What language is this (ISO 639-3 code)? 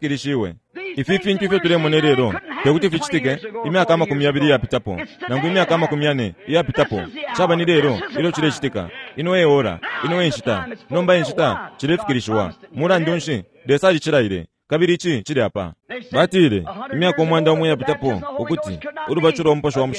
bem